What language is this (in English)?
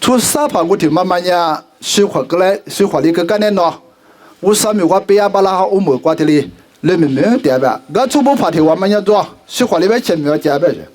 Lisu